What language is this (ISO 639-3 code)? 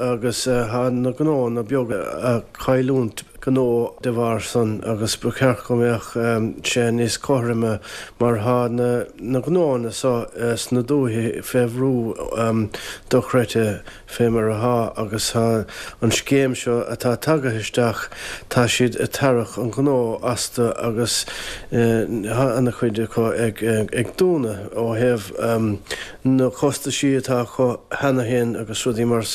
gle